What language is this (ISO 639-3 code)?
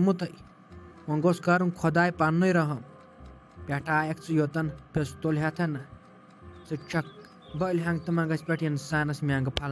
kas